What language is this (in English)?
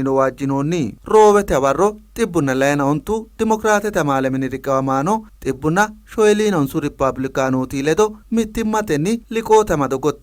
Sidamo